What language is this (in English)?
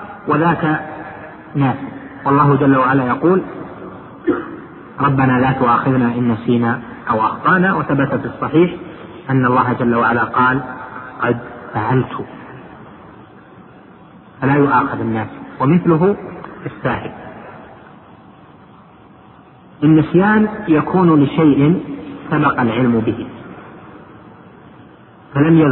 Arabic